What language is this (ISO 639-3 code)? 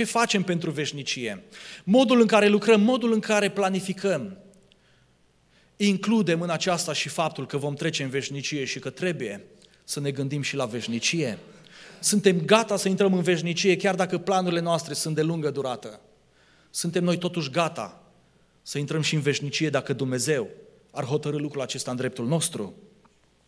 ron